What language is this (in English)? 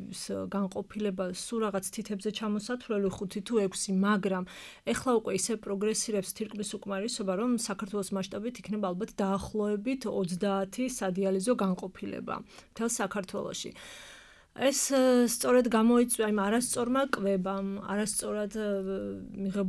Georgian